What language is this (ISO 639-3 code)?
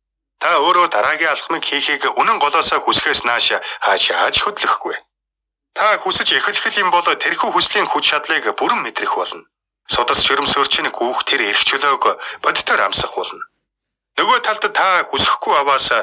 mon